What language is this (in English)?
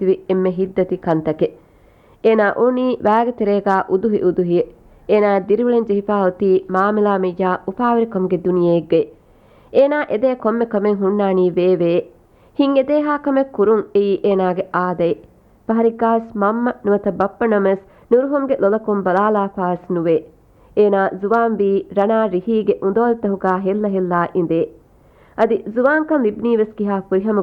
Divehi